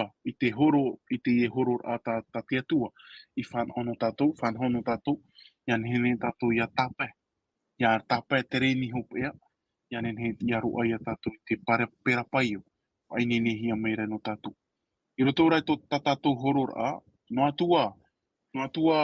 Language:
Tahitian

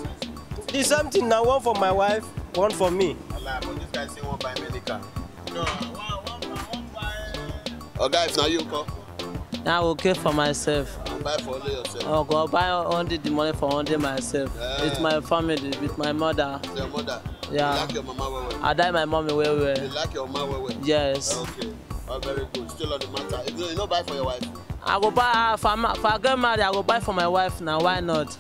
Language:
Nigerian Pidgin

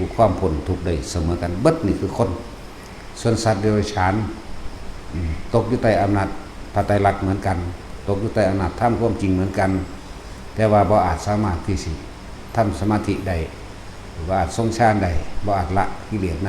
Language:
Lao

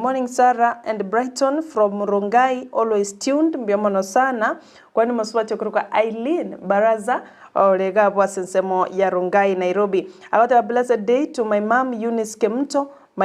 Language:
Gusii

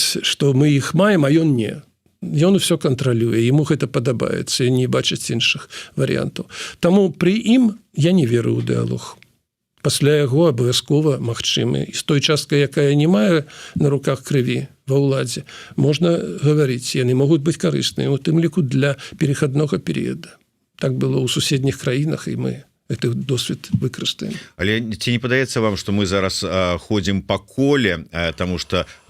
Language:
Belarusian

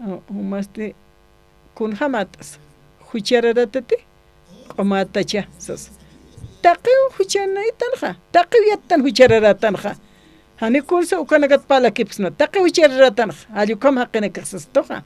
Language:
Aymara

